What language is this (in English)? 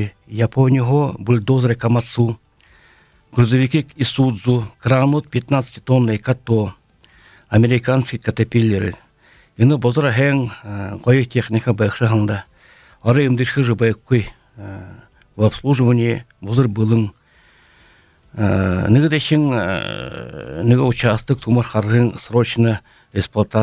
Buriat